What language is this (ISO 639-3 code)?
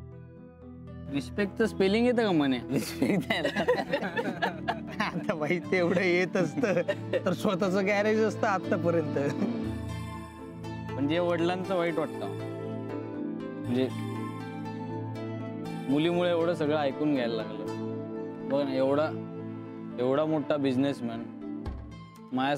mar